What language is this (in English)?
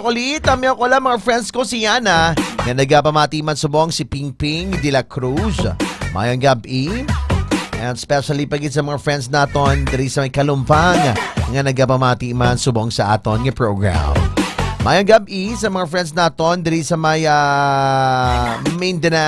Hiligaynon